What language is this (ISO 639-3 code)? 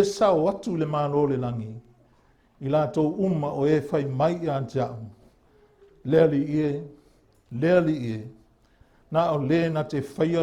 smo